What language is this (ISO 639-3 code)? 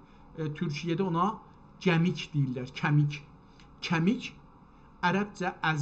azb